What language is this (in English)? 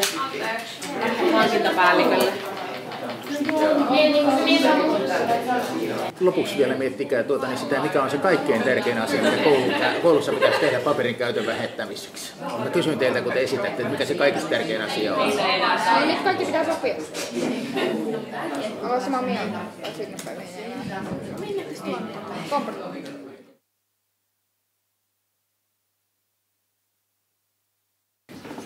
Finnish